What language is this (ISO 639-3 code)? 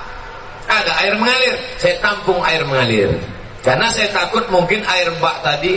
ind